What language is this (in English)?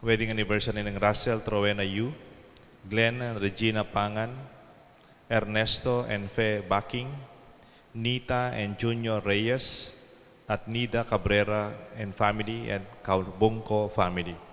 Pampanga